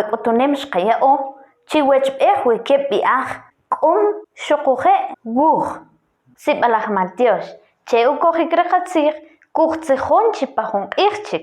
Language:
Kʼicheʼ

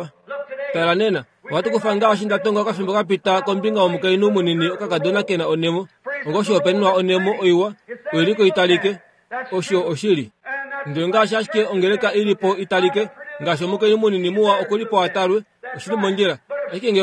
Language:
Kuanyama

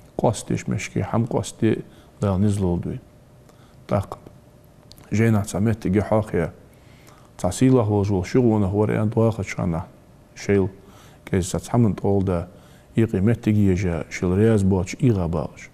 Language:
Ingush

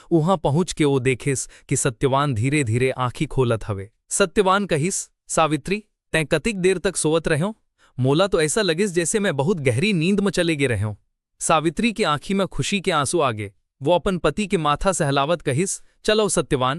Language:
Chhattisgarhi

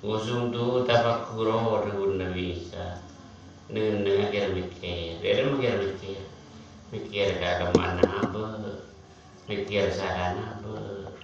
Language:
Madurese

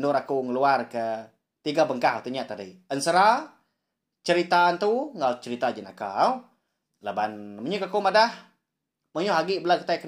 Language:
Iban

